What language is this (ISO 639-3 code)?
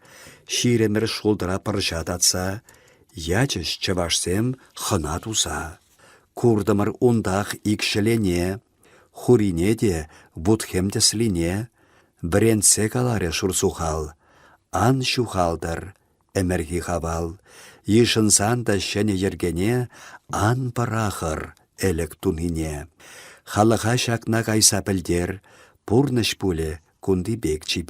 chv